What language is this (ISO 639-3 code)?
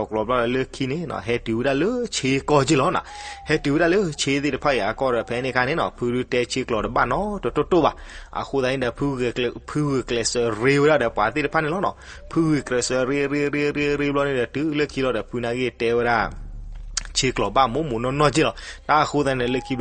ksw